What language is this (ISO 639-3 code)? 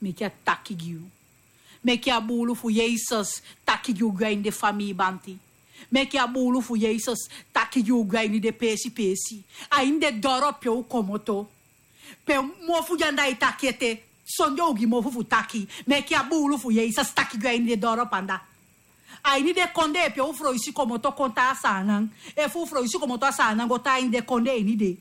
srn